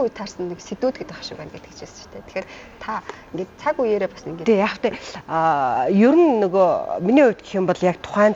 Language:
Mongolian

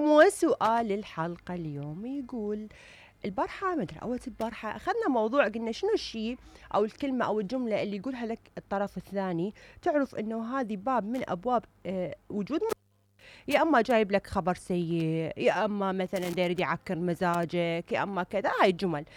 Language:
Mesopotamian Arabic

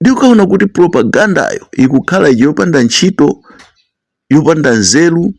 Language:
Nyanja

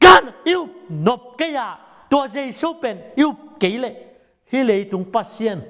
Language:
Tedim Chin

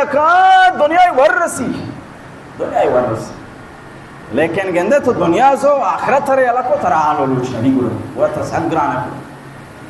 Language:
Baluchi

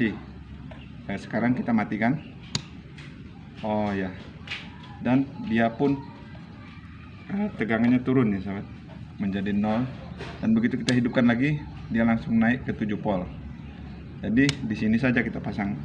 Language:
Indonesian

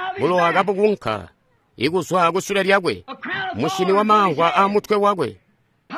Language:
Tonga (Zambia)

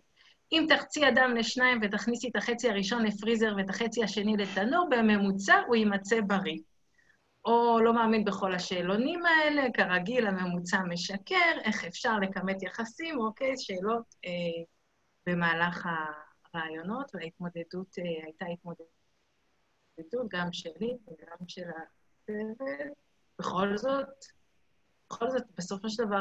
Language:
Hebrew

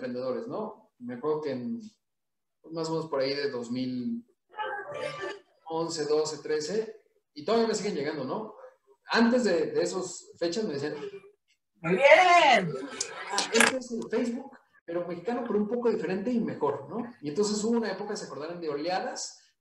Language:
Spanish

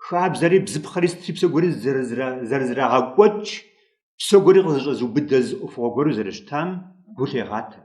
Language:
Kabardian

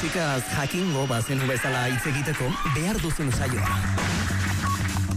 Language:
Basque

